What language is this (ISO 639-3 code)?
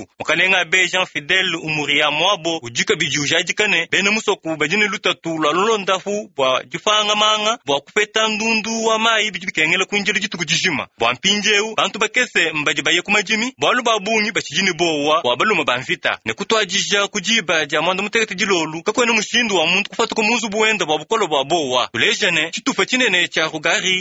lua